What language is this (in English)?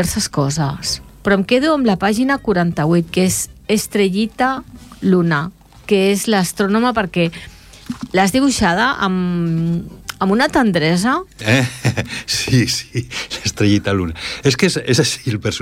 Catalan